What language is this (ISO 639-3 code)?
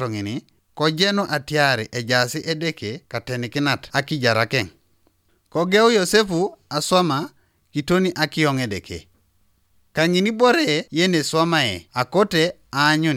teo